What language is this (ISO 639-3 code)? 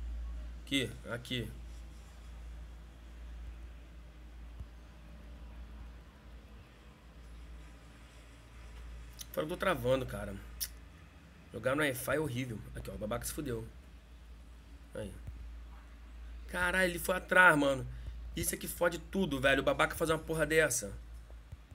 por